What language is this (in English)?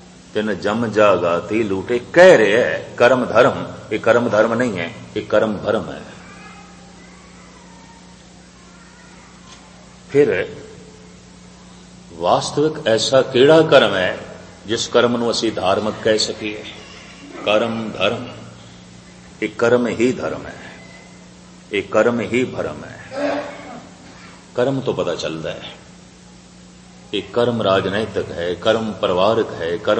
Punjabi